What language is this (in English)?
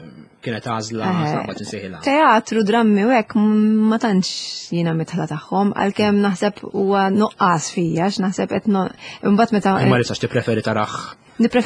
Maltese